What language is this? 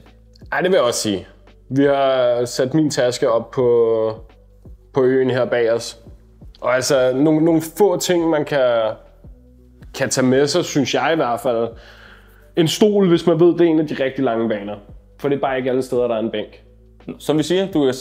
Danish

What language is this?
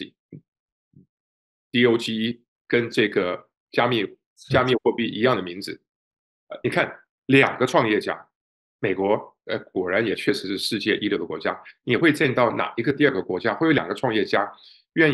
Chinese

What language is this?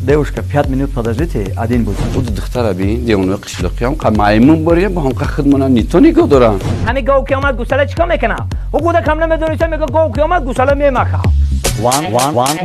Tajik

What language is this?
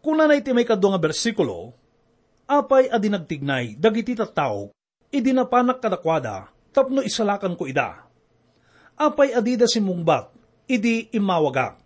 Iloko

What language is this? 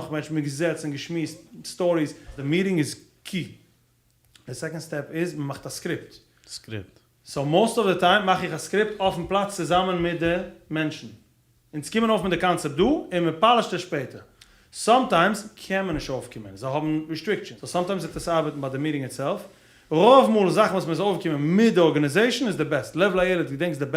Yiddish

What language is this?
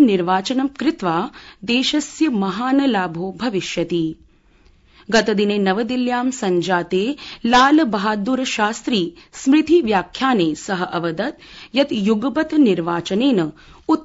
Sanskrit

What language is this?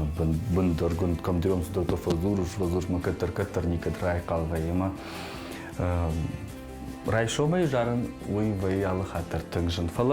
Ossetic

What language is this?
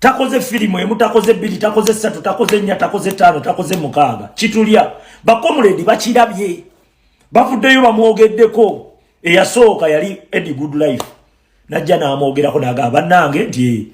Ganda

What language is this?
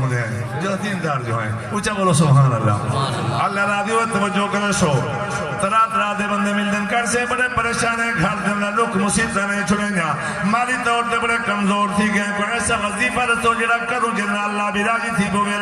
Saraiki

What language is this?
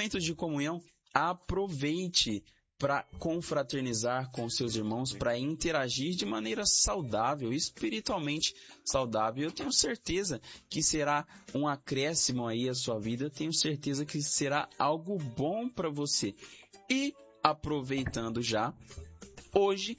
Portuguese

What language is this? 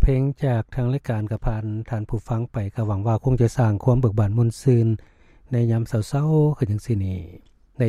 Lao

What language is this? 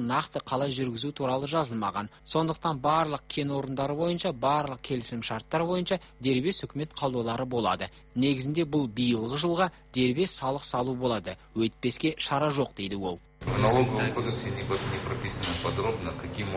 Kazakh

